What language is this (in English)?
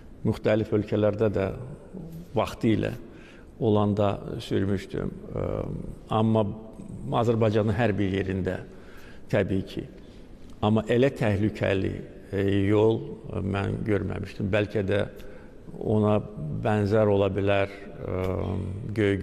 Azerbaijani